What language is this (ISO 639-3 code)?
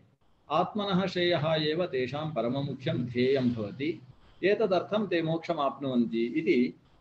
san